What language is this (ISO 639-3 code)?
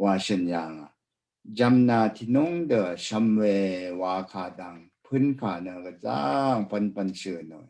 raw